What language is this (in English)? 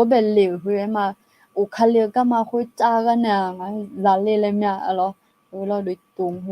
Akha